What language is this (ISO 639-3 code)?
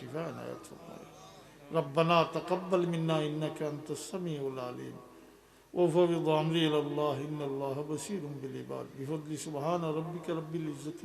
syl